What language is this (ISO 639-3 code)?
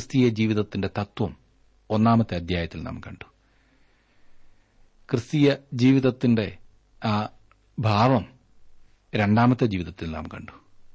mal